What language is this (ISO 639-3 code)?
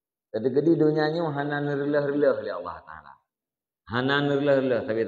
ace